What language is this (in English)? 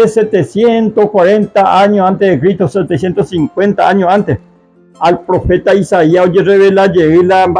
Guarani